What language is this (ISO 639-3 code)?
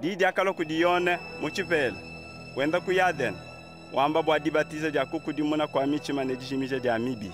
lua